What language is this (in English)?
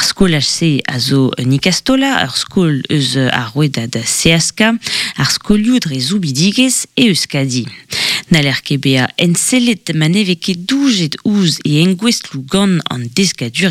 Breton